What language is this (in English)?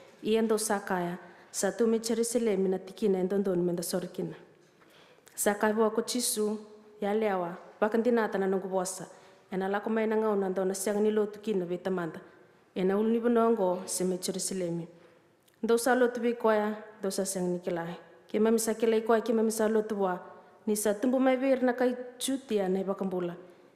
Fijian